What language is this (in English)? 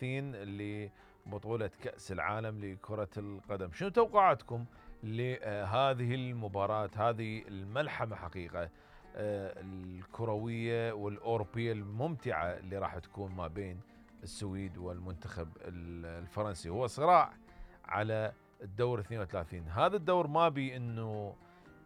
Mesopotamian Arabic